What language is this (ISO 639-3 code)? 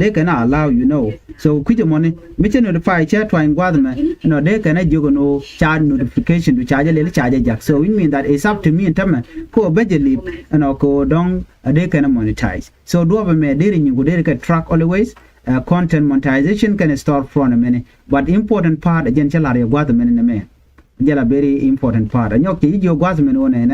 nus